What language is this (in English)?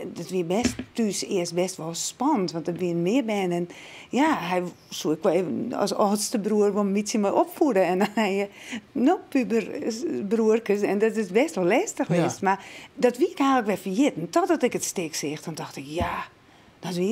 Western Frisian